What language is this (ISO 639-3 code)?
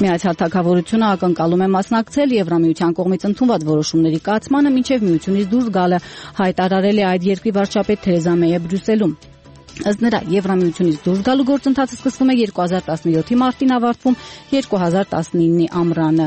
hye